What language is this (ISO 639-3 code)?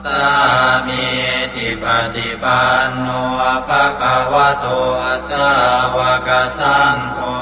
pli